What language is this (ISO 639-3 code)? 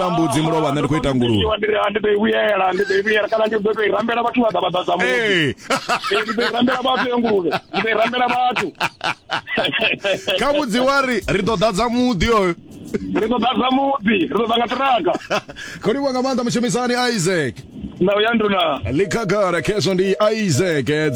ven